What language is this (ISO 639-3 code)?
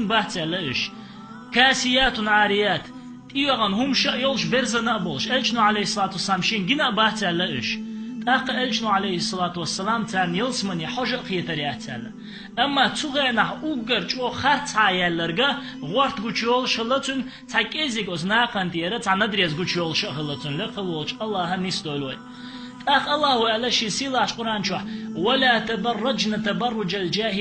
che